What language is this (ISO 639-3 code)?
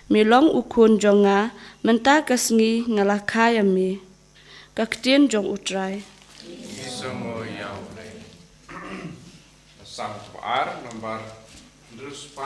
kha